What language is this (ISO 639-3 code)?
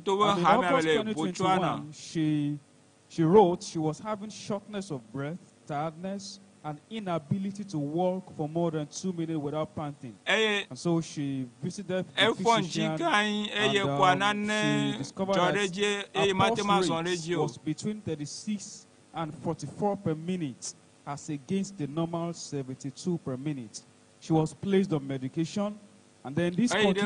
ewe